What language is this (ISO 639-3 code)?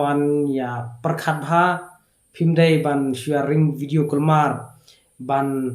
kha